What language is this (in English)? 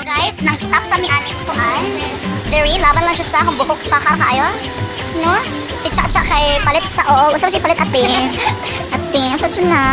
Cebuano